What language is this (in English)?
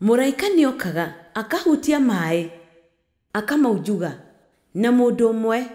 Kikuyu